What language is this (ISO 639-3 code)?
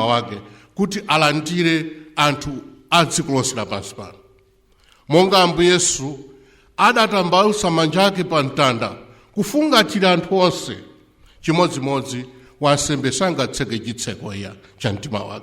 nya